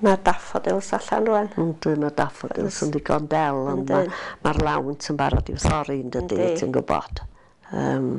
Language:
Welsh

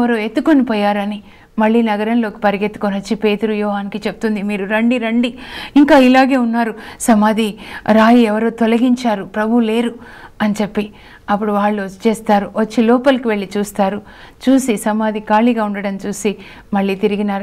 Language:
Telugu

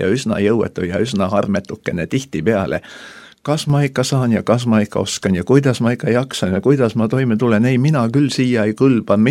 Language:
Estonian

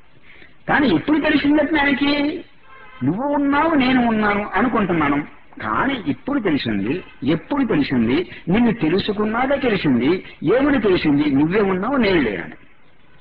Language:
Telugu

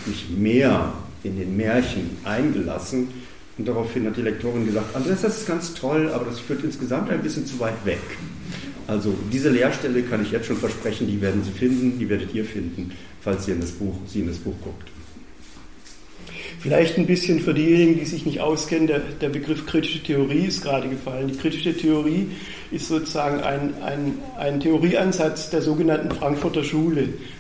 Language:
German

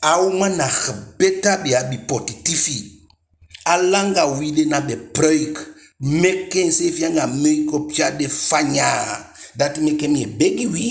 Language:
Eastern Maroon Creole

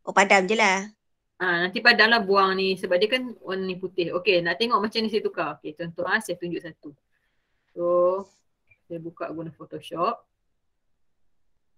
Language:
Malay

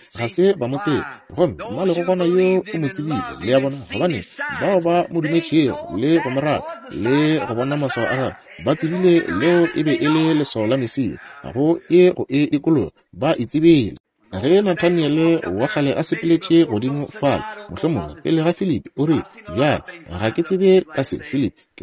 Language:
Northern Sotho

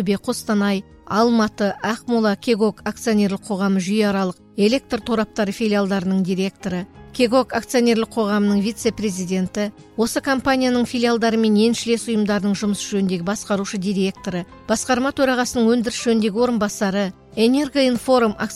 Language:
Kazakh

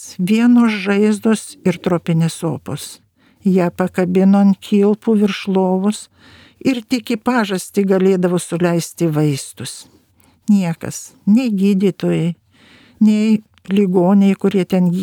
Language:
Lithuanian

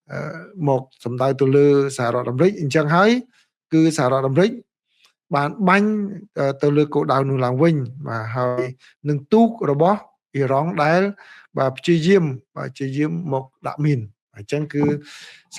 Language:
Khmer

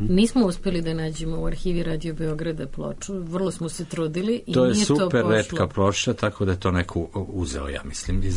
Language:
Serbian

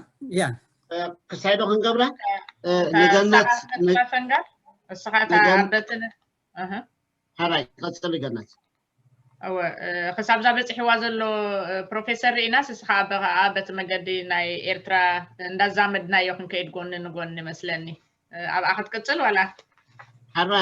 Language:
Tigrinya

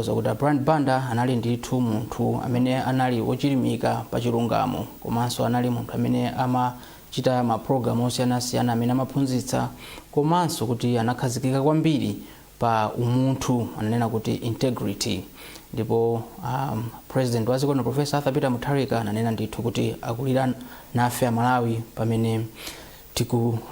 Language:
Nyanja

